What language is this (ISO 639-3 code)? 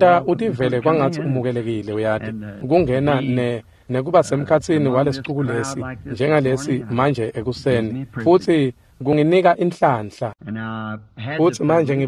ssw